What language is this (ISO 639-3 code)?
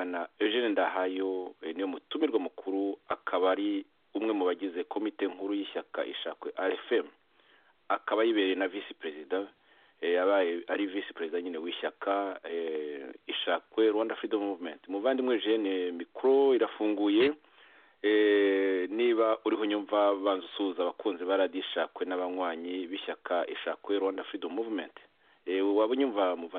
kin